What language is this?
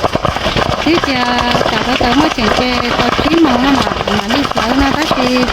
Hmong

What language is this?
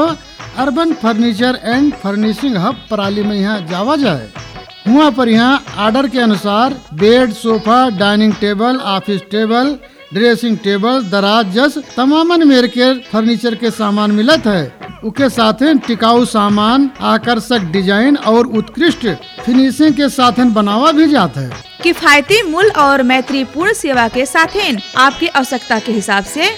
Bhojpuri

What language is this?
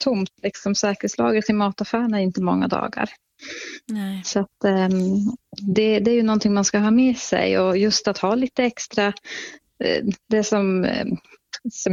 Swedish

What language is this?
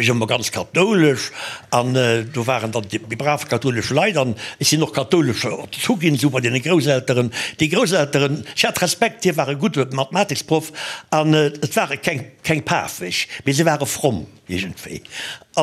Luxembourgish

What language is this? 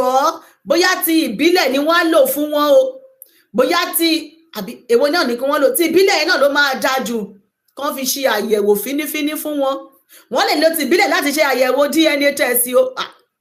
Yoruba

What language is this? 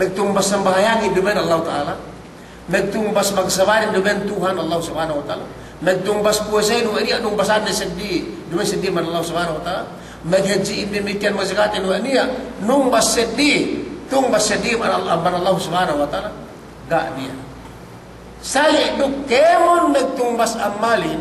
Yakan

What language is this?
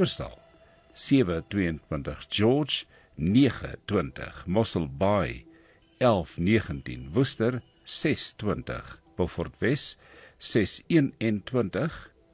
Afrikaans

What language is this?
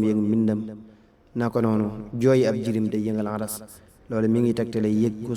Wolof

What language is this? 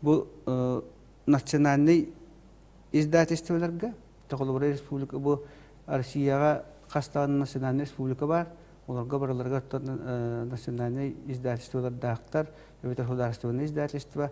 Yakut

